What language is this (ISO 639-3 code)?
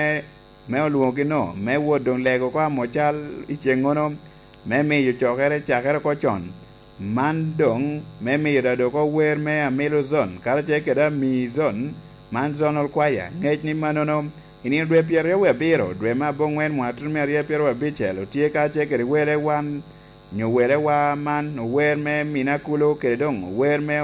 laj